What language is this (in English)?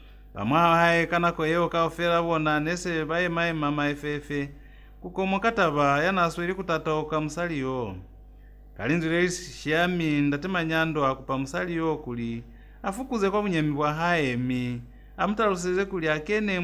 Lozi